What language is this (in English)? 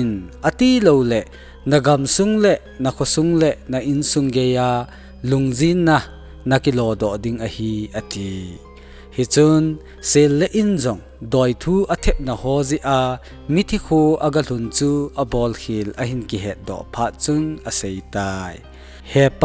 Thado Chin